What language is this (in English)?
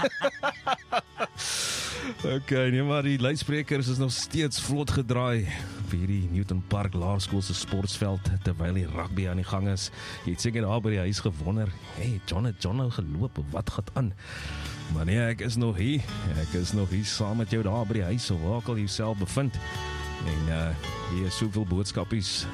Afrikaans